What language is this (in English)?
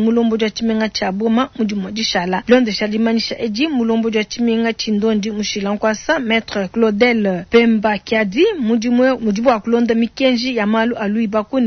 Luba-Lulua